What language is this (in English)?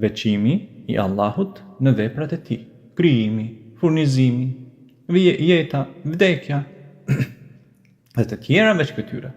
Albanian